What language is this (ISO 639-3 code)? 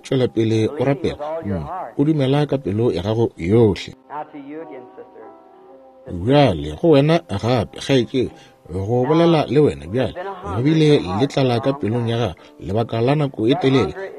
nso